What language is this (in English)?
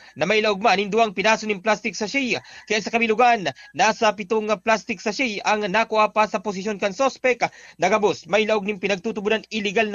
Bikol